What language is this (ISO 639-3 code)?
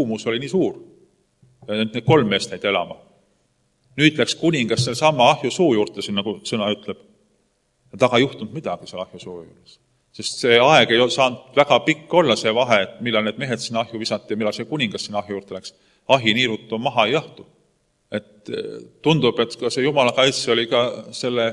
est